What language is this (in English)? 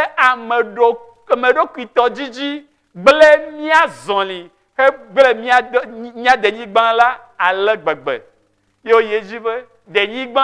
Ewe